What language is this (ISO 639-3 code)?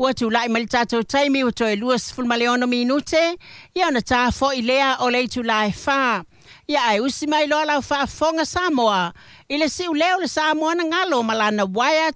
smo